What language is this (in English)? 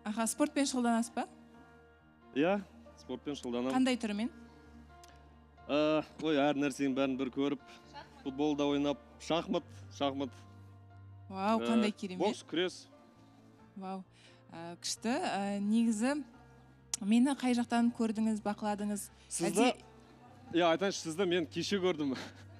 Kazakh